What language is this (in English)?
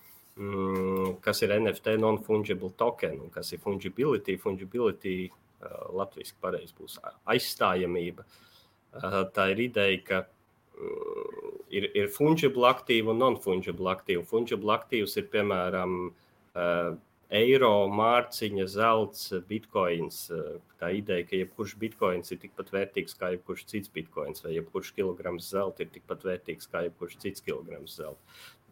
Latvian